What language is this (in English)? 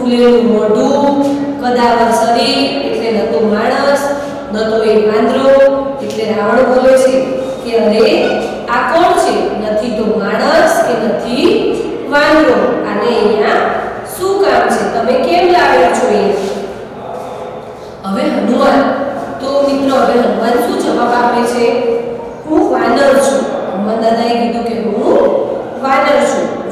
Gujarati